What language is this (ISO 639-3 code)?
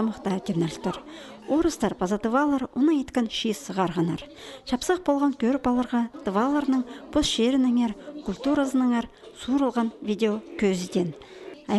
kjh